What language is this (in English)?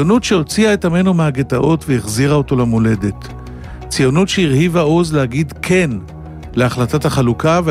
Hebrew